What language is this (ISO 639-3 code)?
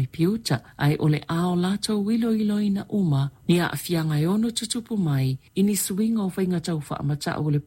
smo